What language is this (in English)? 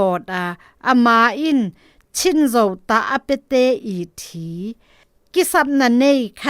Zou